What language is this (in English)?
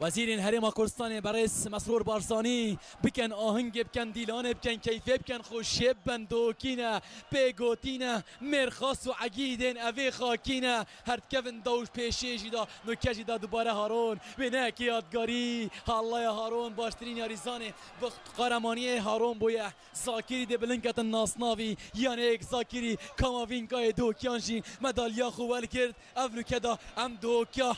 Kurdish